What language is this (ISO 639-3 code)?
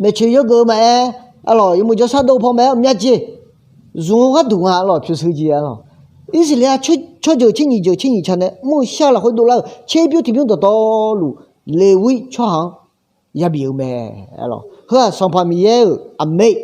ahk